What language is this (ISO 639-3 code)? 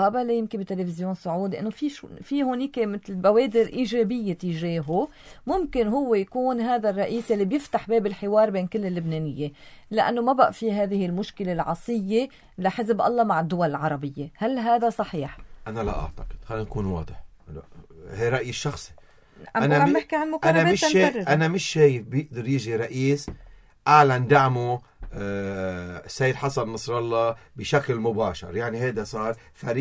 apc